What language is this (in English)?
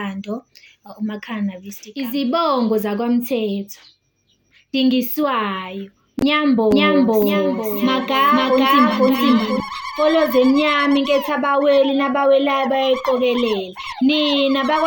Zulu